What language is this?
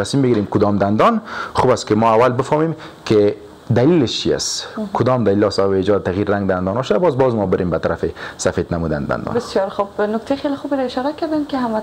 Persian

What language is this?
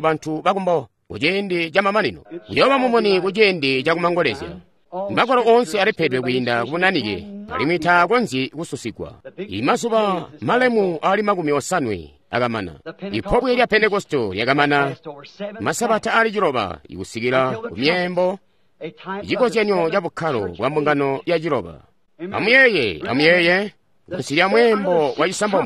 Tonga (Zambia)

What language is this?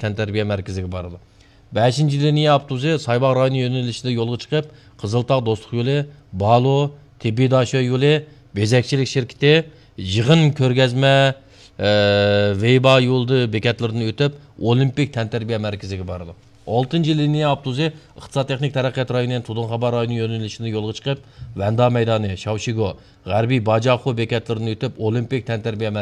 Uyghur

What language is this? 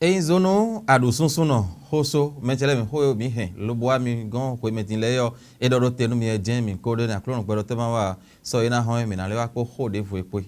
Fon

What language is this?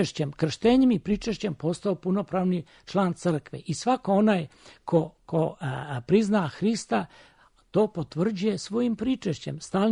Serbian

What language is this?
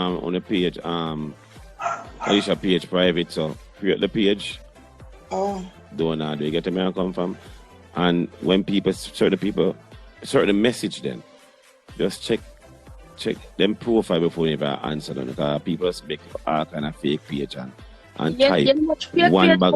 Jamaican Creole English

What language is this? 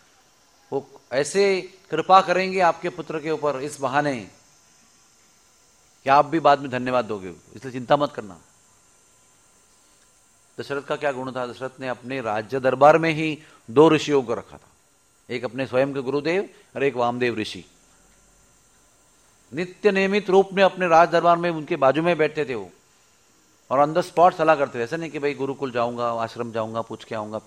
Hindi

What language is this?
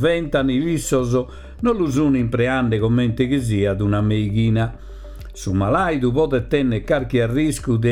Sardinian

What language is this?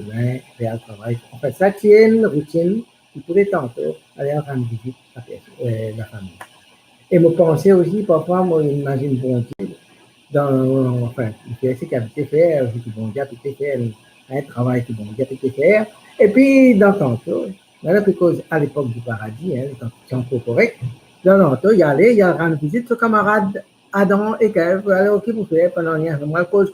Morisyen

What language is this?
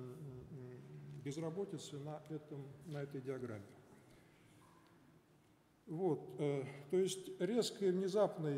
Russian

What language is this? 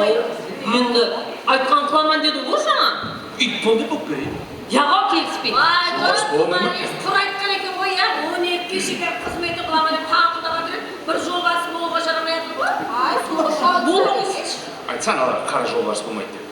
Kara-Kalpak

